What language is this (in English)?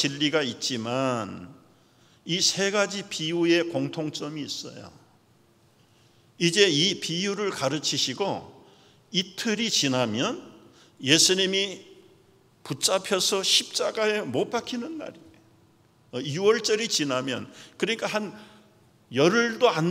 Korean